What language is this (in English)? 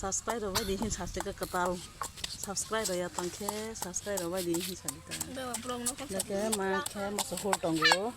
Kok Borok